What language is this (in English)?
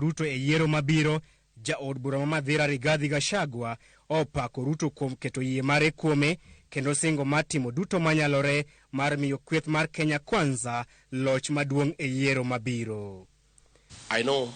Luo (Kenya and Tanzania)